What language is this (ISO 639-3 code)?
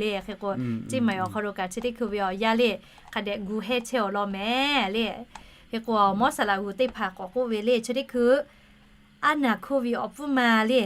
lhu